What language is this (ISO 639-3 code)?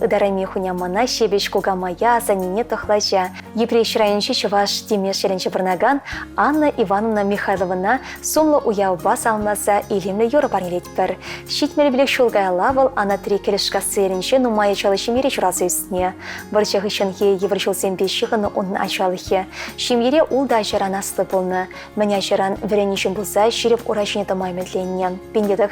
chv